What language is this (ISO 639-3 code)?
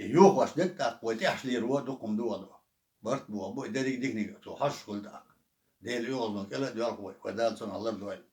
che